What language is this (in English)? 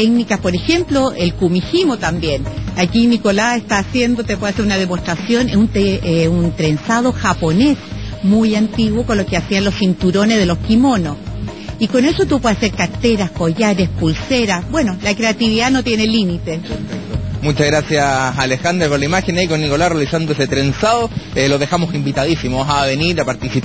Spanish